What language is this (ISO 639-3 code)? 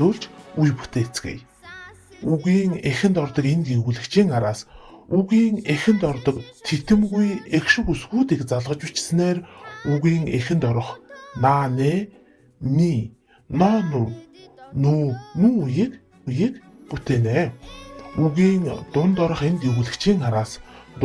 mon